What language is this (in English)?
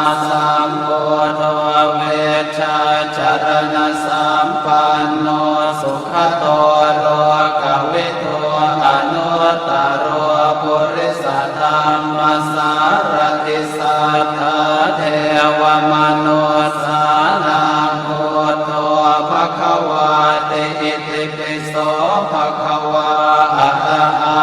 Pali